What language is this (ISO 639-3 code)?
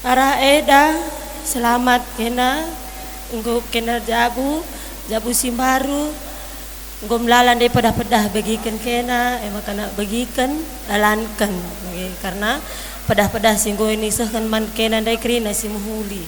btx